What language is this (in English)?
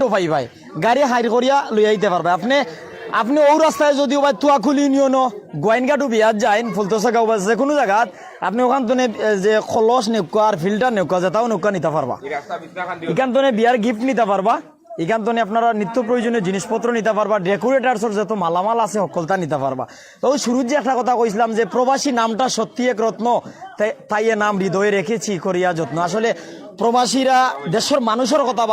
Sylheti